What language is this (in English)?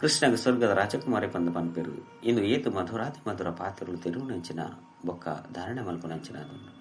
Tulu